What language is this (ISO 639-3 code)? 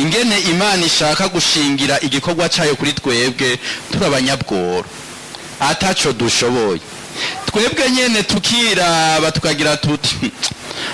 run